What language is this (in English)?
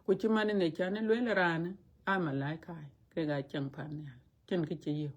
Dinka